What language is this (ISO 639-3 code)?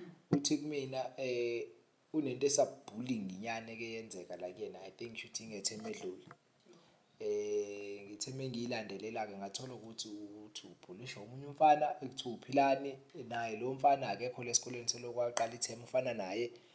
zul